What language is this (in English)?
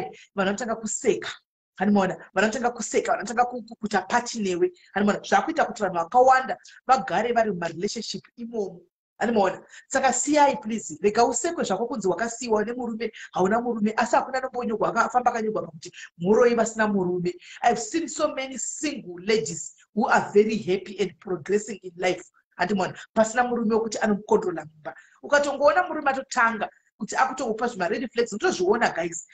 Shona